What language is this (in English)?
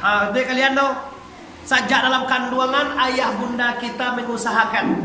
Minangkabau